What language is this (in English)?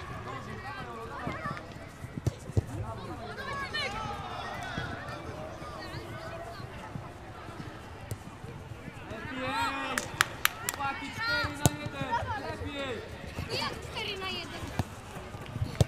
Polish